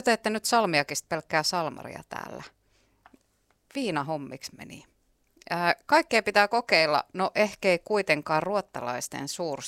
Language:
Finnish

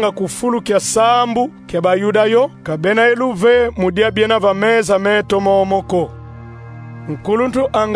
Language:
Kongo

